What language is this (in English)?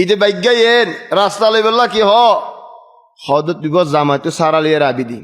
Rohingya